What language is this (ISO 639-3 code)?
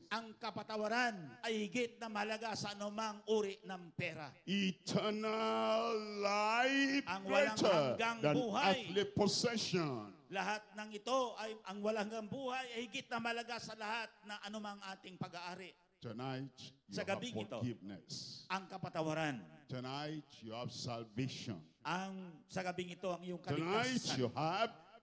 fil